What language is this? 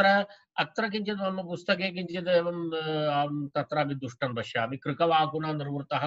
Sanskrit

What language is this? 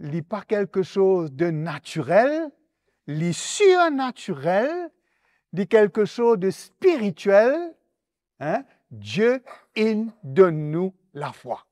Morisyen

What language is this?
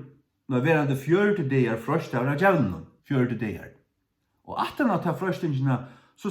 Faroese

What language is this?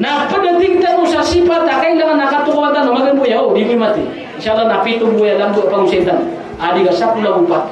Maranao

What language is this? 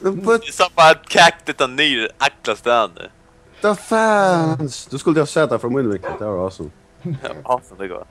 Faroese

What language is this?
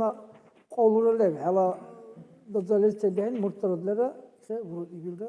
Dargwa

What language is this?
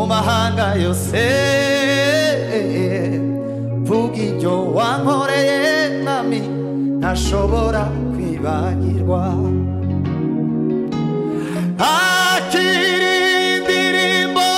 Kinyarwanda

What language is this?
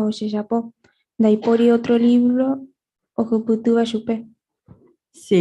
Guarani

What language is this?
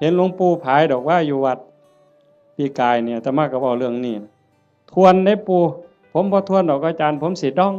Northeastern Thai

